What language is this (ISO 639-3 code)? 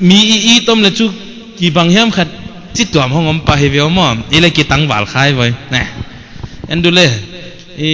pck